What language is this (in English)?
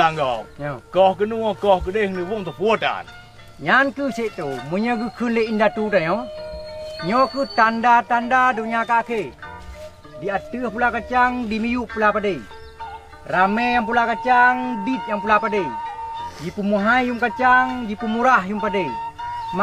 Achinese